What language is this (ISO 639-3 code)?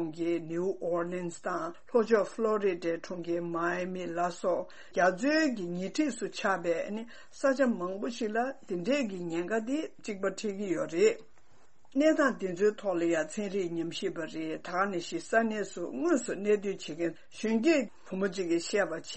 bod